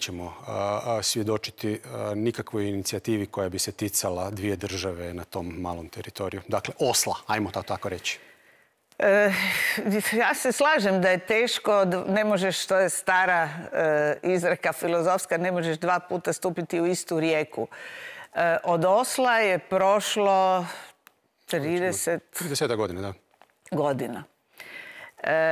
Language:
Croatian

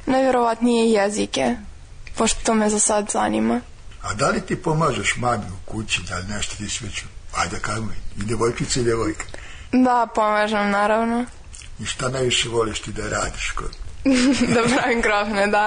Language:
Serbian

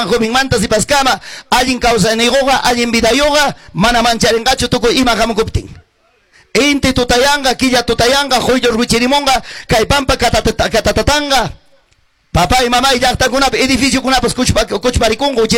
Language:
Quechua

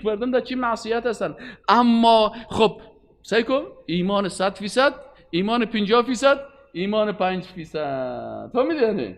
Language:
Persian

